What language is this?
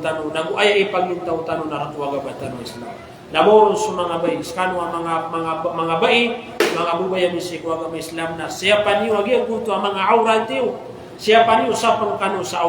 Maranao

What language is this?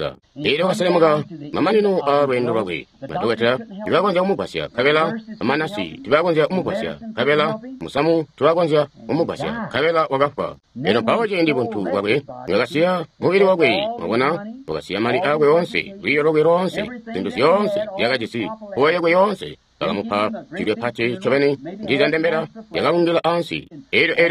Tonga (Zambia)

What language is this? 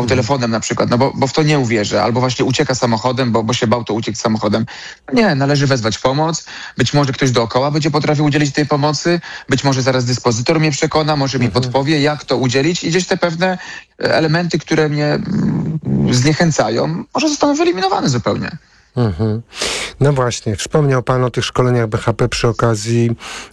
Polish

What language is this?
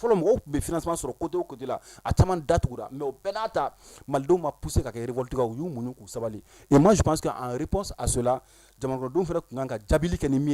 Bambara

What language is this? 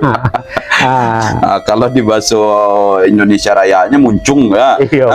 Minangkabau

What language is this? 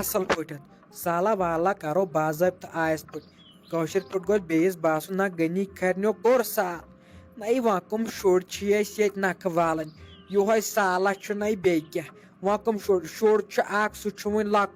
Kashmiri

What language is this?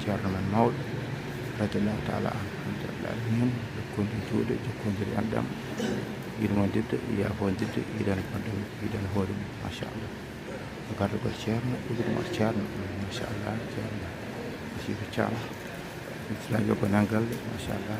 Fula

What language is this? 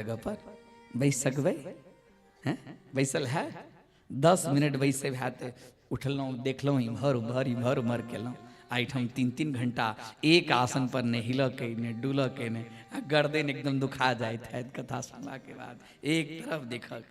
Maithili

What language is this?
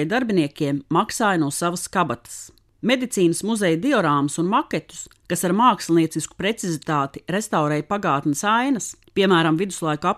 Latvian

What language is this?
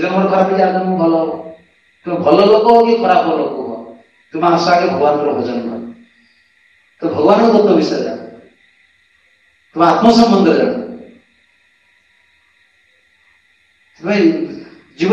Odia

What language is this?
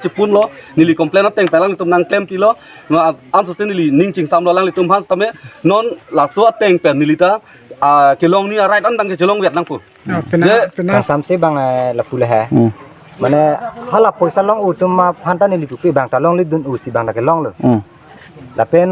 Karbi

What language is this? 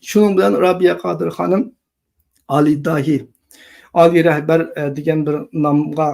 Uyghur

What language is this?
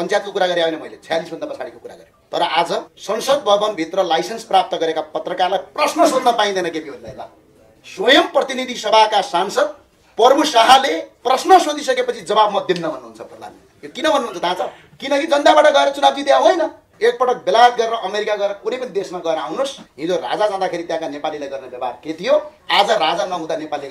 Nepali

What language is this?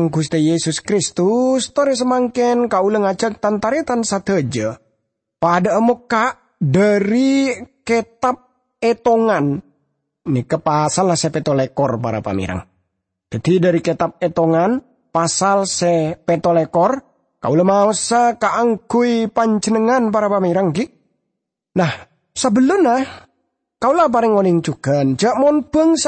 Madurese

